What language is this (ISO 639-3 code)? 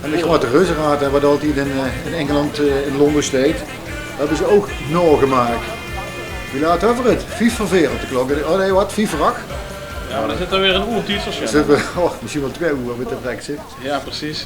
lim